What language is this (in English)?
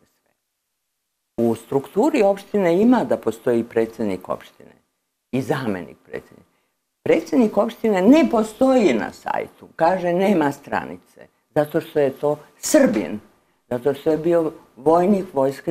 Serbian